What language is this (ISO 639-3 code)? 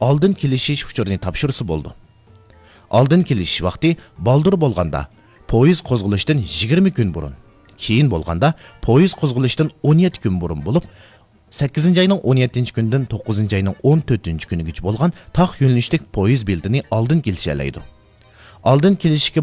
uig